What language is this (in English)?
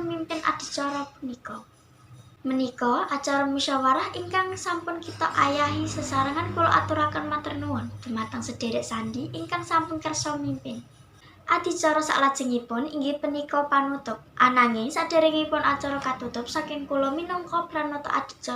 Javanese